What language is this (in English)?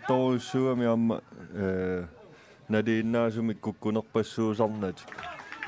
Kalaallisut